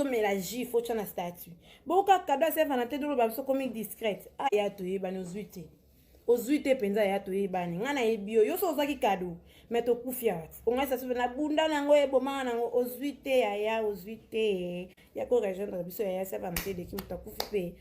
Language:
Lingala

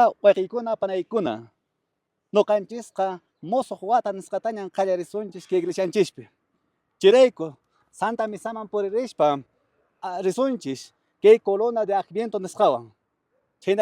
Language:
Quechua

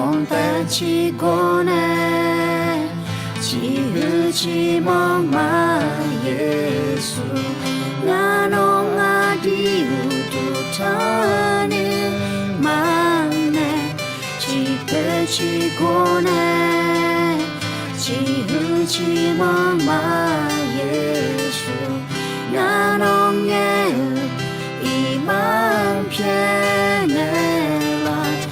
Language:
Akha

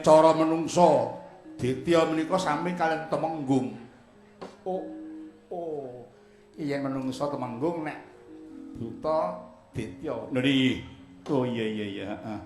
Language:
Javanese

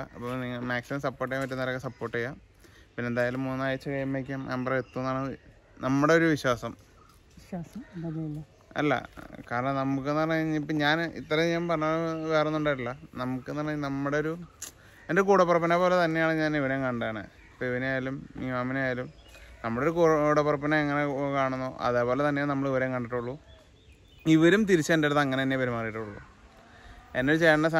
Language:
Malayalam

